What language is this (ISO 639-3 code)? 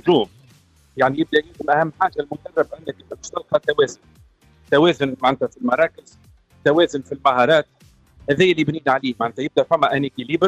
aeb